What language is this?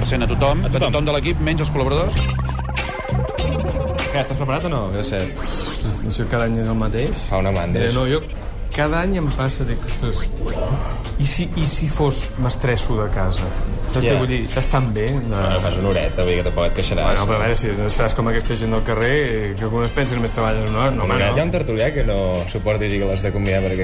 Catalan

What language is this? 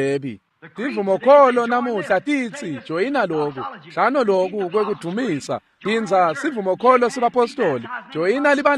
Swati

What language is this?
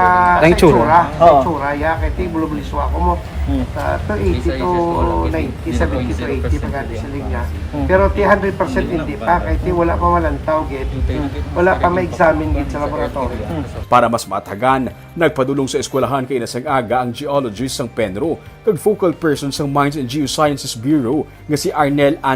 Hiligaynon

